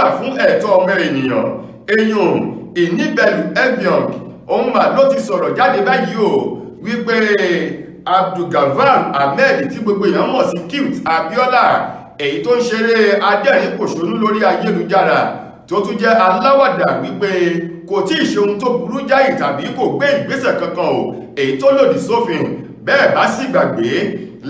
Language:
Yoruba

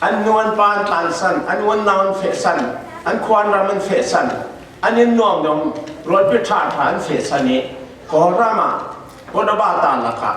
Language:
Falam Chin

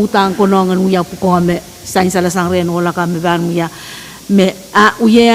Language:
Pohnpeian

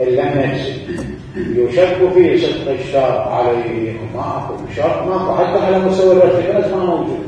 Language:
Mesopotamian Arabic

